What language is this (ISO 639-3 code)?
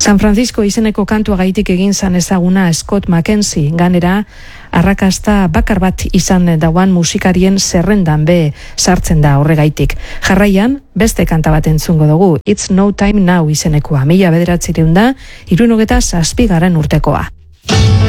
eus